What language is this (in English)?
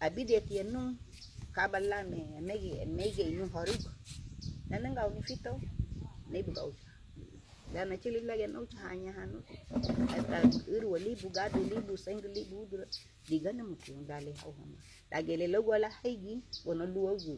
Garifuna